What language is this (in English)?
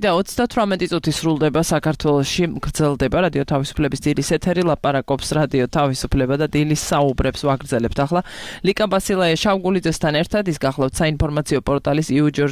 Georgian